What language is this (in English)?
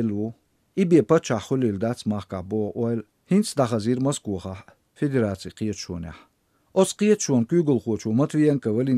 Chechen